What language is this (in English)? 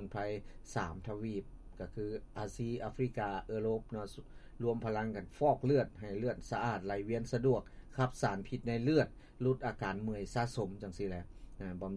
Lao